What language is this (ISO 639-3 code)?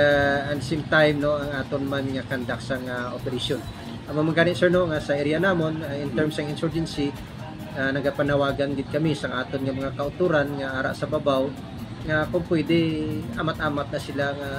hil